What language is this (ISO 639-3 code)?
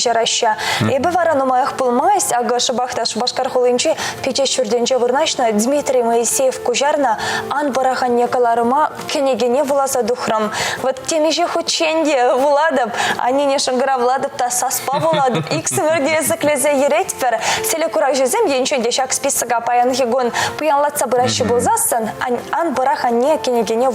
chv